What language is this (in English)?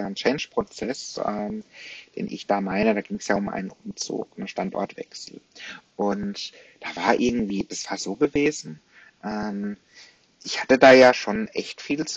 German